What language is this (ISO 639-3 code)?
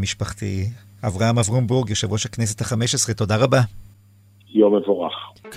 heb